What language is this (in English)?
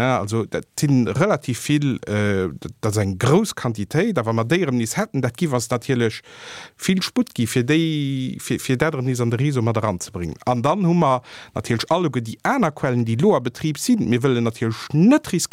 Luxembourgish